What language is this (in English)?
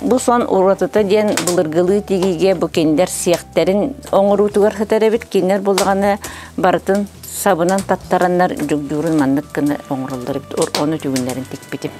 Yakut